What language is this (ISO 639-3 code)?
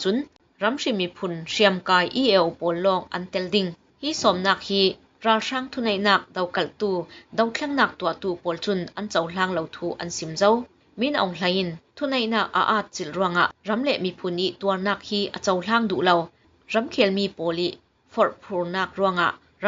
cfm